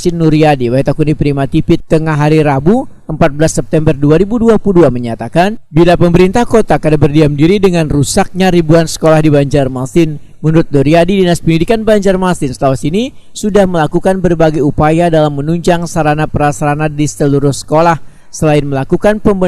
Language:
Banjar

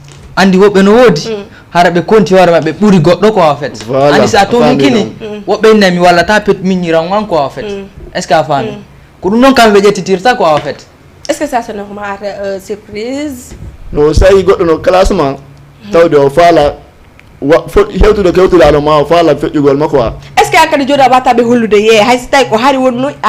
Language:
Fula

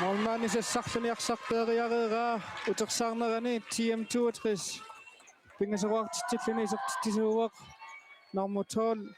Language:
Kalaallisut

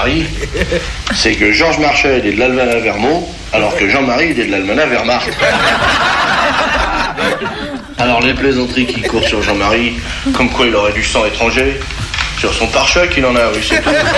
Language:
French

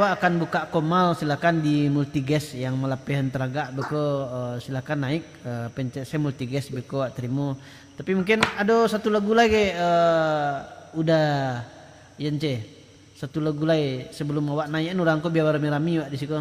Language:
Minangkabau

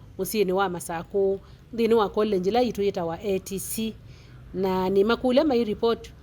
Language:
Kamba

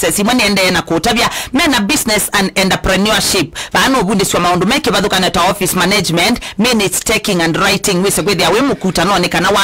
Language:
Kamba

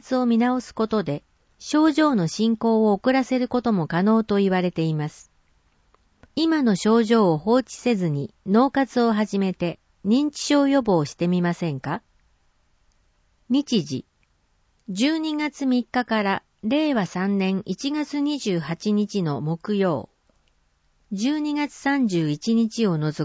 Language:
Japanese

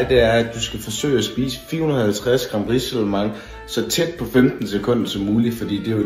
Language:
Danish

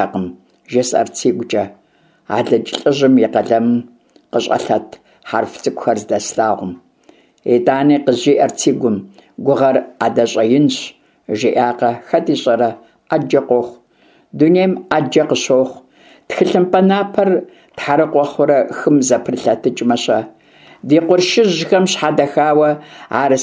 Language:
Kabardian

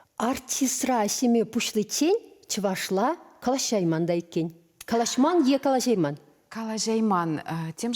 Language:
Chuvash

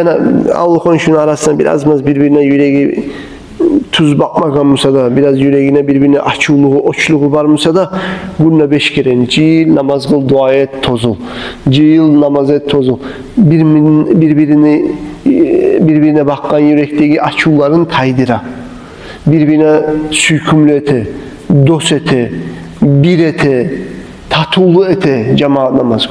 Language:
Kumyk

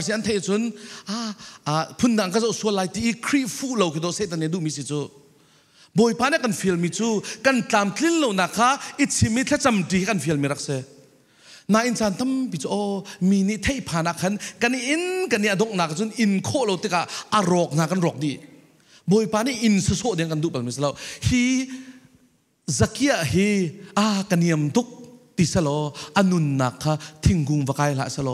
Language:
Falam Chin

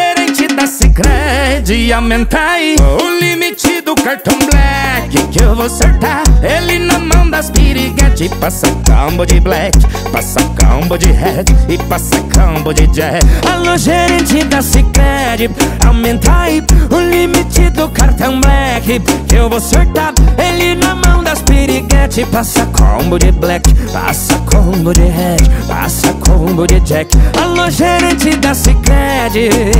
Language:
Portuguese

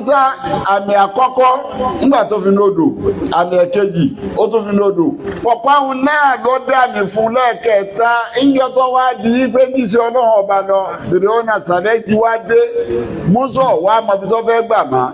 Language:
Yoruba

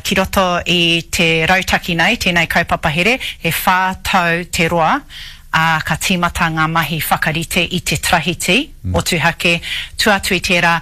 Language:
Māori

